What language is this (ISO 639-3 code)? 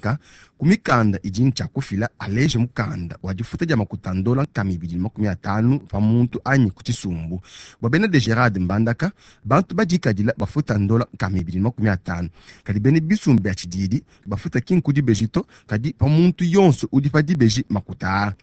lua